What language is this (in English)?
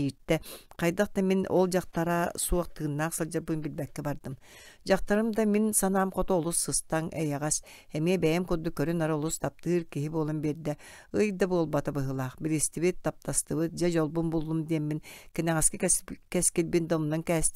Yakut